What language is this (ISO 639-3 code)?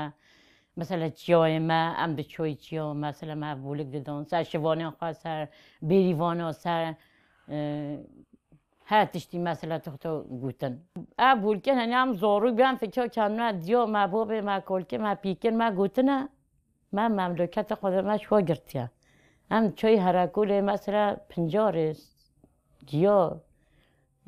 kur